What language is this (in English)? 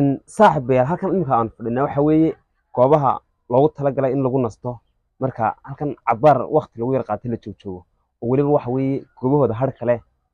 Somali